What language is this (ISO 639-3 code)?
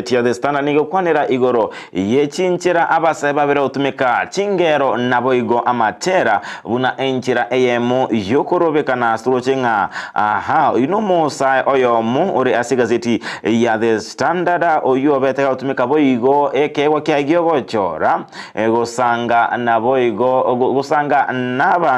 guz